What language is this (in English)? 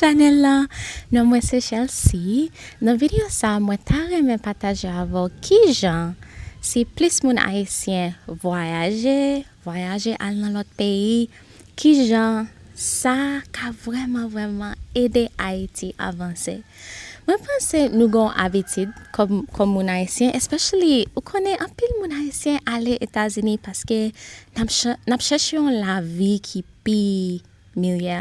Haitian Creole